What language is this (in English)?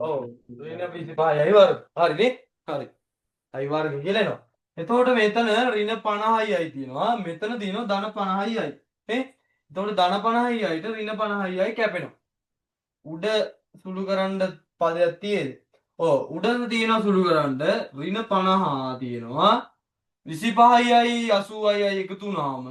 Sinhala